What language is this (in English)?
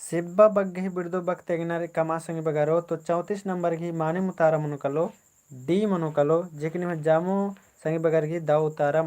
Kurukh